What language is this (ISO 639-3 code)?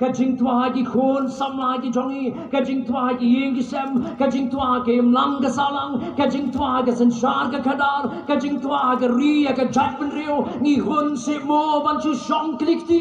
kha